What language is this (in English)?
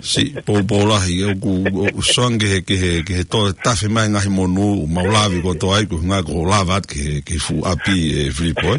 Tongan